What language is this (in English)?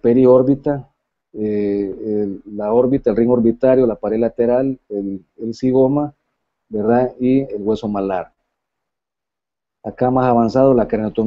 Spanish